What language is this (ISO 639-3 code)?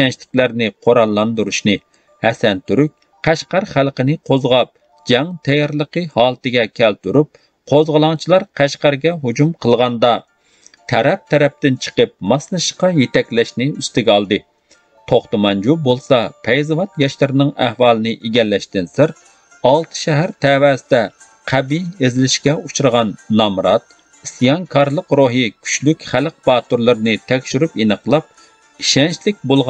uig